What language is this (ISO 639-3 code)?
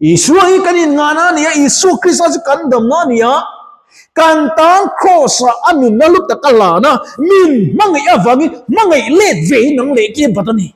lus